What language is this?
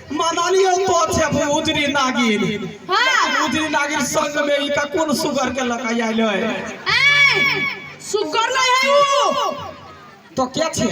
Maithili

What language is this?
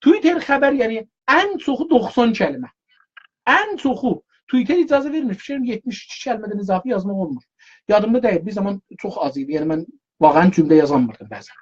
South Azerbaijani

